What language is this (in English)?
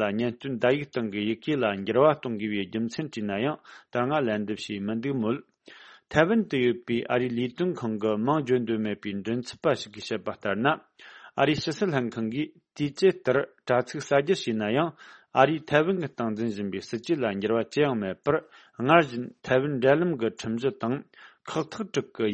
Tibetan